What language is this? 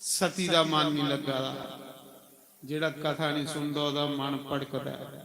Dogri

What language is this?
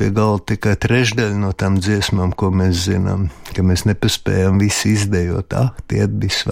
Latvian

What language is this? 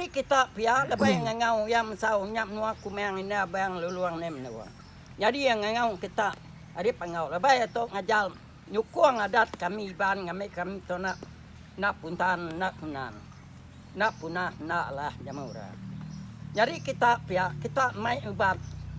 Iban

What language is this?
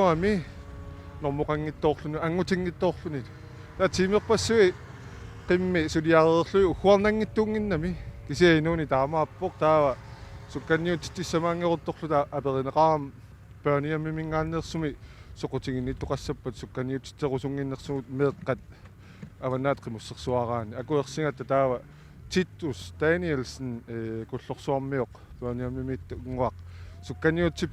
Kalaallisut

